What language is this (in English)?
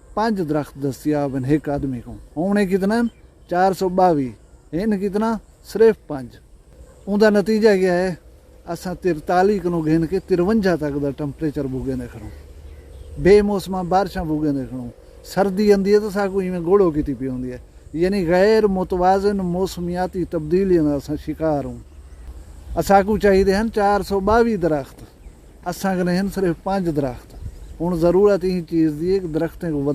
Saraiki